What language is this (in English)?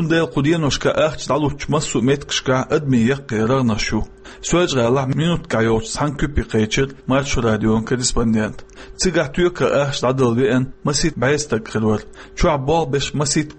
Chechen